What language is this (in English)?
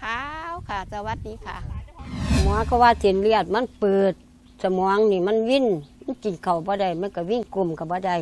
Lao